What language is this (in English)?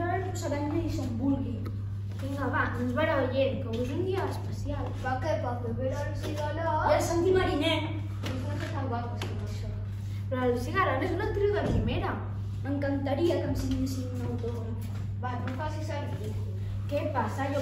Catalan